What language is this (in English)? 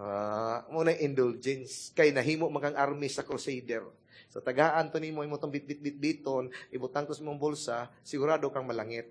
Cebuano